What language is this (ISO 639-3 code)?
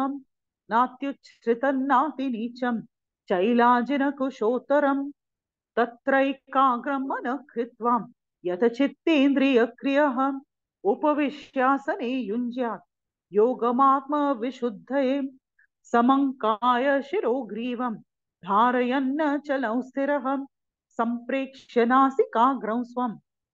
san